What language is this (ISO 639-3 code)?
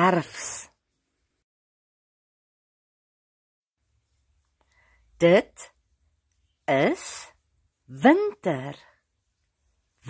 afr